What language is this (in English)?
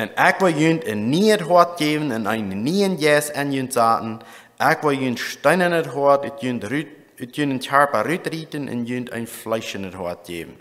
Plautdietsch